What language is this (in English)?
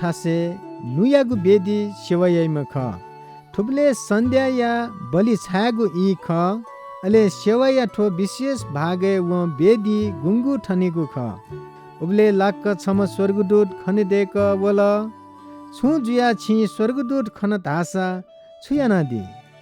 Newari